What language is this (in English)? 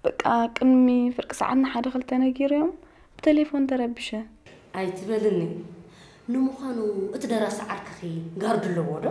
Tigrinya